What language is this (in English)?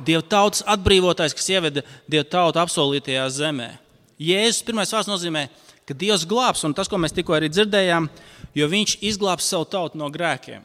Latvian